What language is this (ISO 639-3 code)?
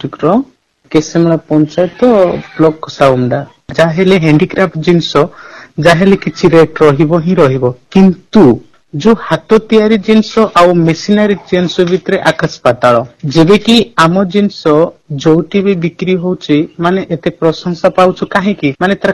ori